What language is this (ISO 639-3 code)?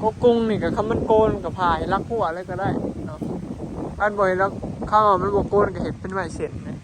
tts